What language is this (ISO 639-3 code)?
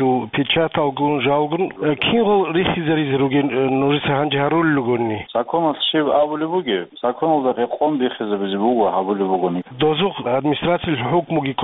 ava